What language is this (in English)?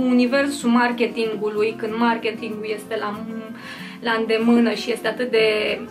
Romanian